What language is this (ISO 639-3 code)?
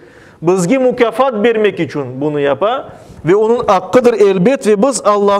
crh